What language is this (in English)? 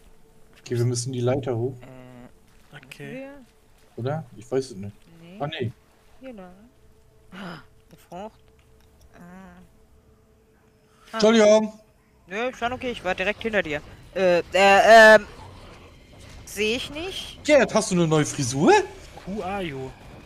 German